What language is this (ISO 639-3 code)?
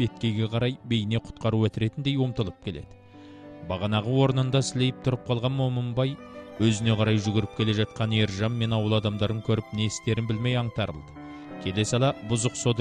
kaz